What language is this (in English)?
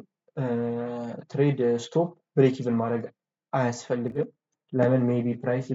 Amharic